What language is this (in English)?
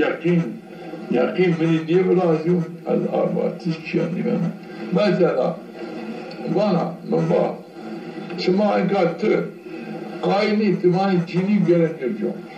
Zaza